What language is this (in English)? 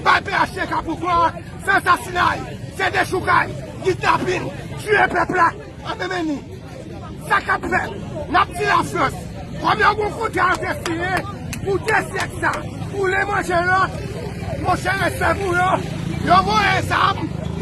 Haitian Creole